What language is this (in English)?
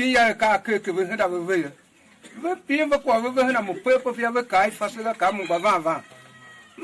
Tiv